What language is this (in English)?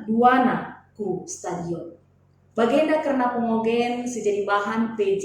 Batak Karo